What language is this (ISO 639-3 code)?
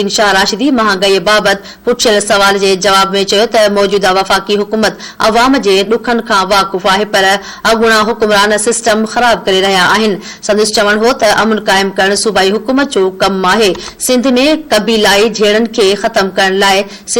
snd